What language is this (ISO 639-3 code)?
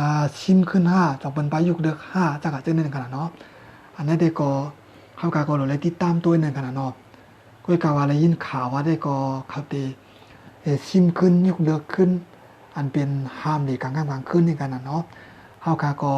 shn